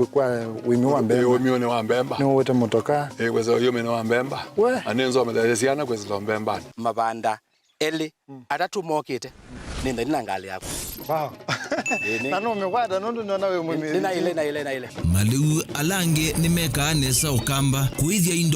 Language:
Kamba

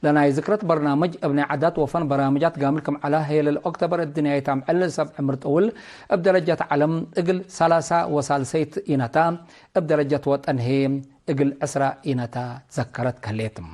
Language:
Tigre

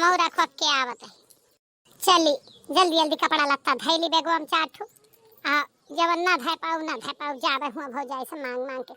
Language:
Awadhi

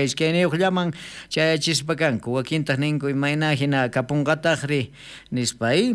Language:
South Bolivian Quechua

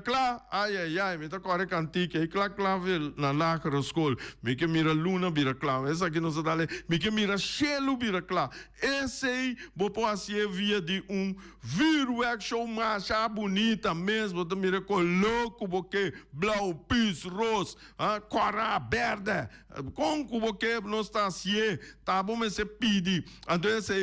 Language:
Papiamento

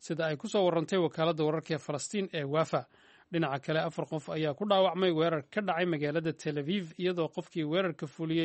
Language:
Somali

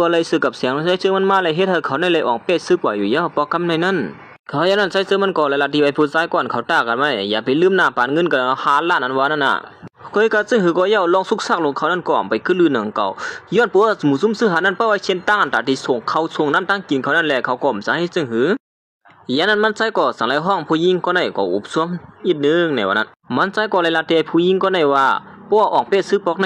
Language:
Shan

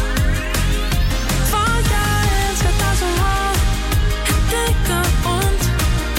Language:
Danish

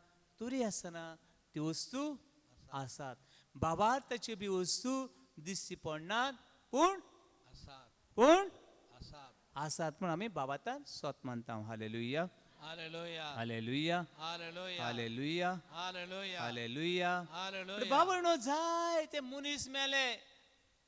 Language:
Konkani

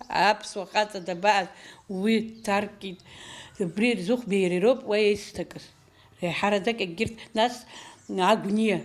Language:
Abkhazian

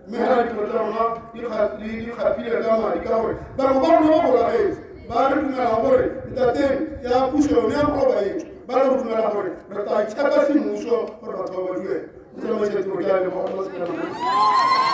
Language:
Tswana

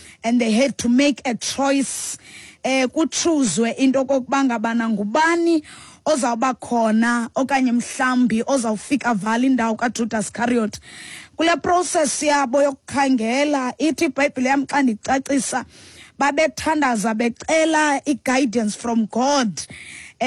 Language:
Xhosa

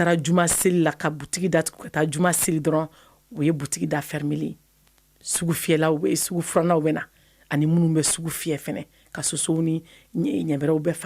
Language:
Bambara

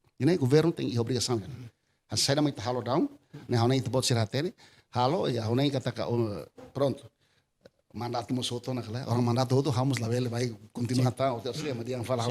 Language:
Tetum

